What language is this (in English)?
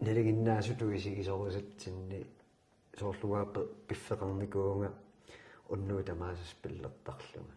Kalaallisut